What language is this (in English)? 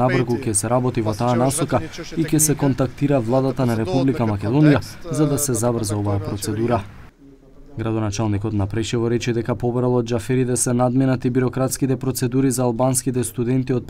Macedonian